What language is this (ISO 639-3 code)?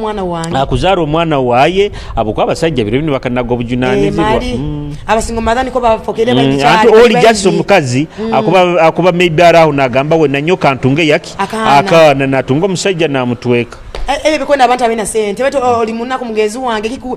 nyo